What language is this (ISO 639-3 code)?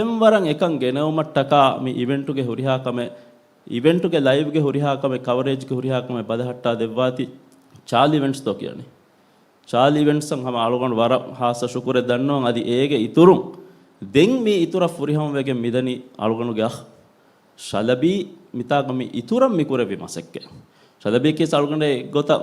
div